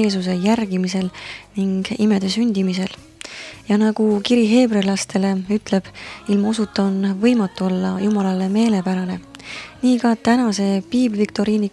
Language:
Estonian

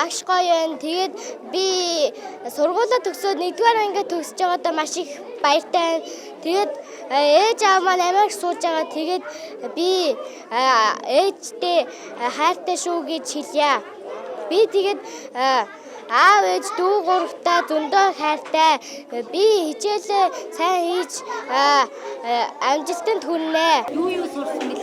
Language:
Mongolian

